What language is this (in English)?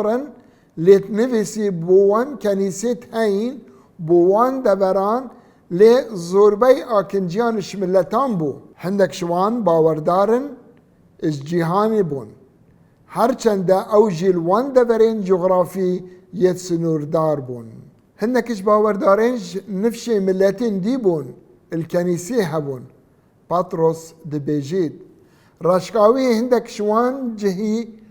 Kurdish